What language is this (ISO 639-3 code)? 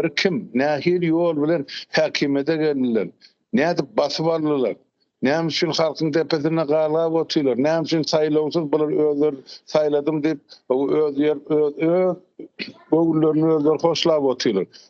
tuk